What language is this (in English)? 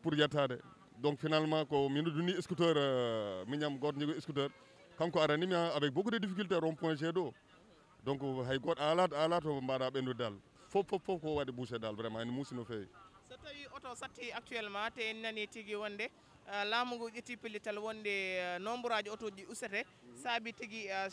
Fula